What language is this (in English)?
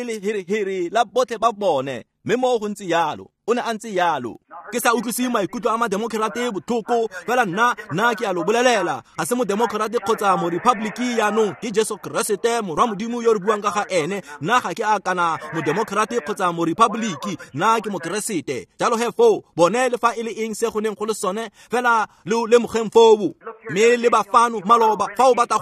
Tswana